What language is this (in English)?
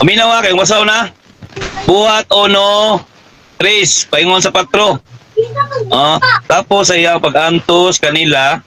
Cebuano